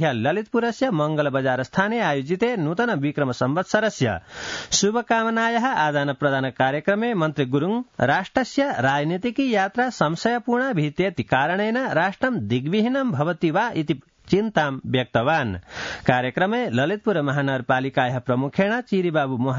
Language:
Sanskrit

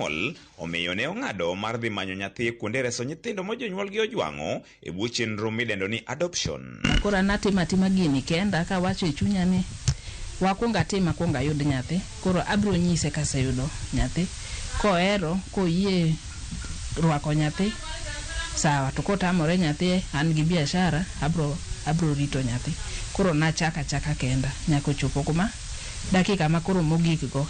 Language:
Luo (Kenya and Tanzania)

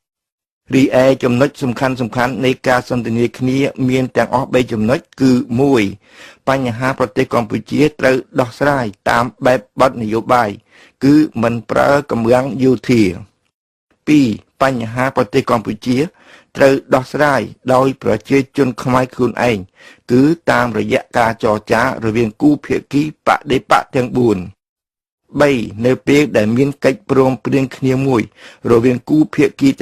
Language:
Khmer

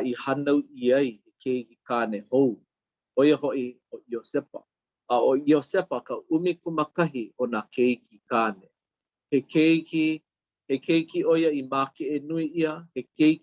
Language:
Hawaiian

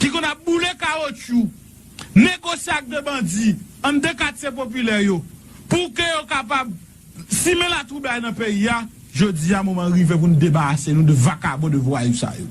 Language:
Haitian Creole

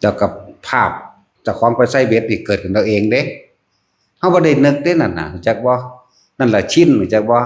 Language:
Northeastern Thai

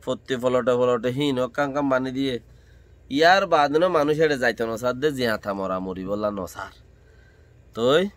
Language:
Rohingya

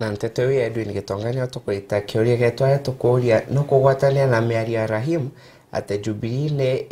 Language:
Meru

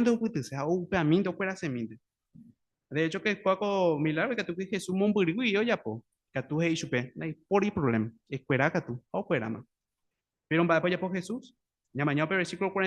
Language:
Guarani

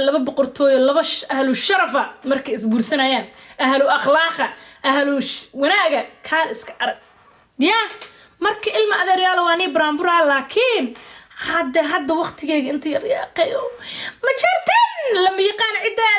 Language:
Somali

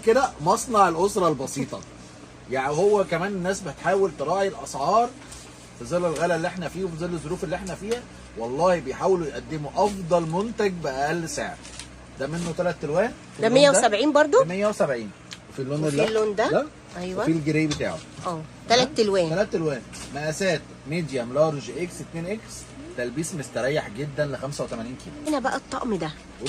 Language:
Egyptian Arabic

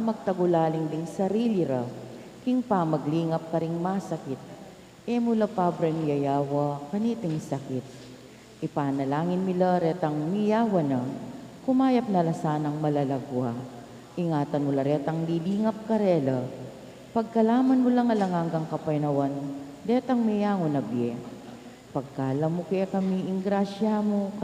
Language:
Pampanga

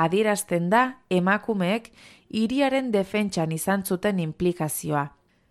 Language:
Basque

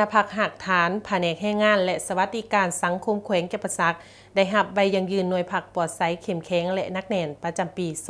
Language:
Lao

